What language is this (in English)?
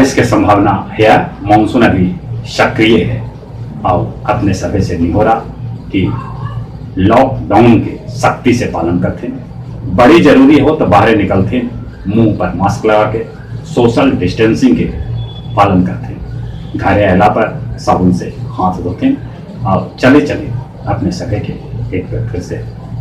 Magahi